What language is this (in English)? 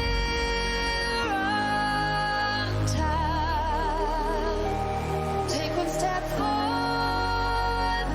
Kara-Kalpak